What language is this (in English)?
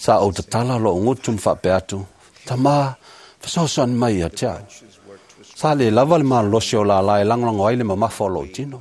Samoan